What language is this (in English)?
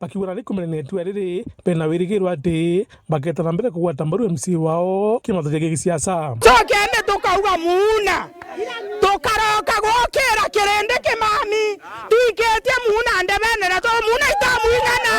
Meru